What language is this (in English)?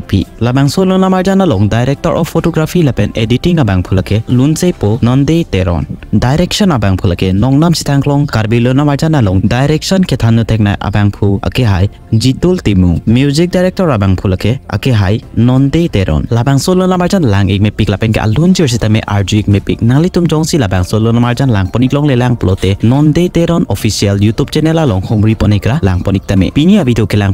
Karbi